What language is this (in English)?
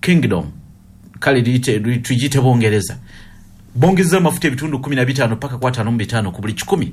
Ganda